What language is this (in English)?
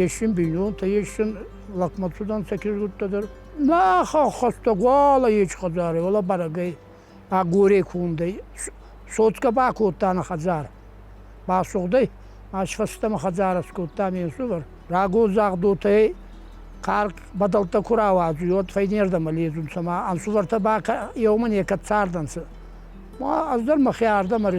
Ossetic